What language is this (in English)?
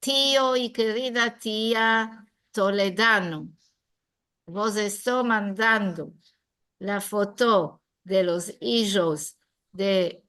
Ladino